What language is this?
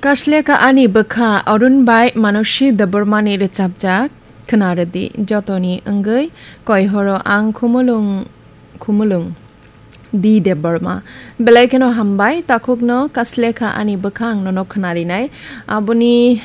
Kok Borok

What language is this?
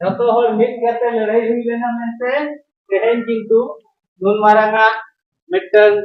Santali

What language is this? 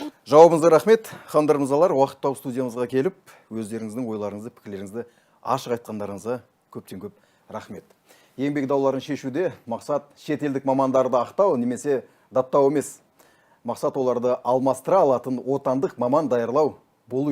Kazakh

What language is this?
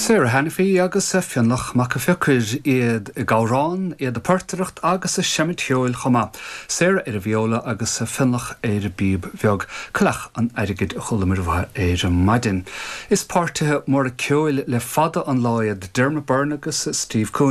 Irish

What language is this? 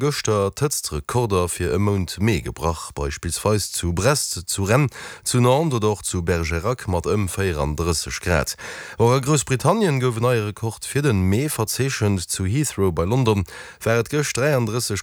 Luxembourgish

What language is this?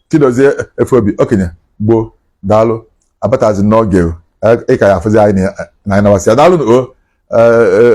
Igbo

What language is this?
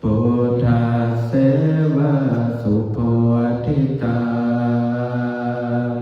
Pali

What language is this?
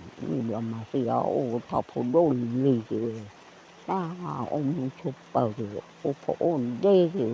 S'gaw Karen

